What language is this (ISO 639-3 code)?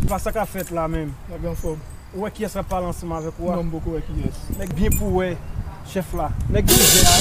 hat